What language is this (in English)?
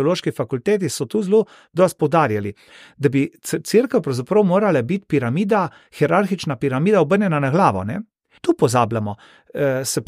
Slovenian